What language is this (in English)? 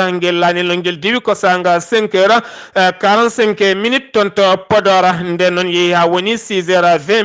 Fula